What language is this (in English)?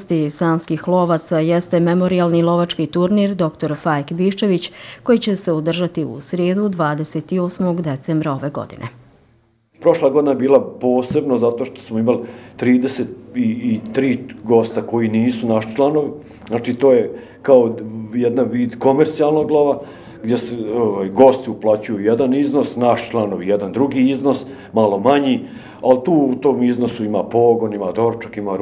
Bosnian